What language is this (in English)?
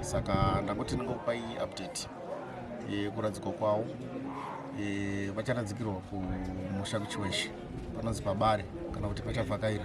Shona